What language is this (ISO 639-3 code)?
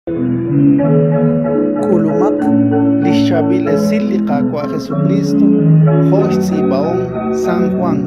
kek